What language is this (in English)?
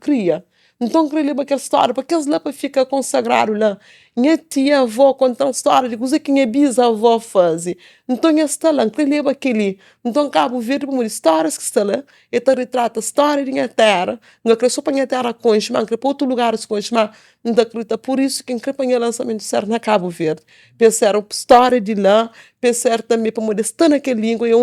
Kabuverdianu